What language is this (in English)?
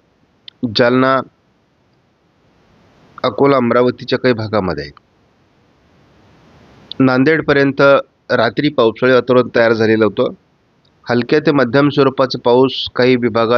Marathi